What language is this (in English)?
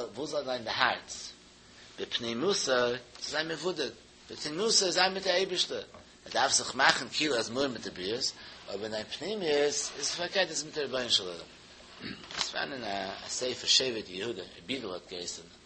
Yiddish